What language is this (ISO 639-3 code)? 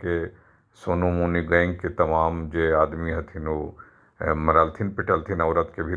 mag